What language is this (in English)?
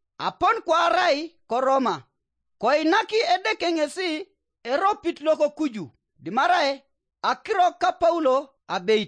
Teso